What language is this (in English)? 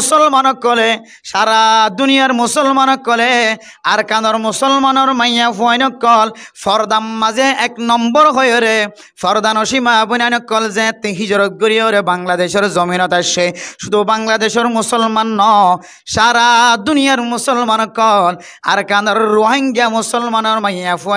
Rohingya